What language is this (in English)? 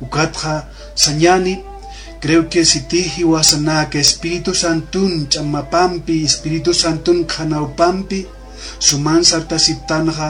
Aymara